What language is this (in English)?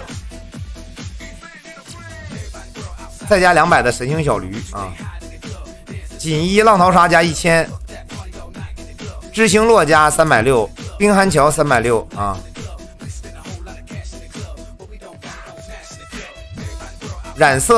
Chinese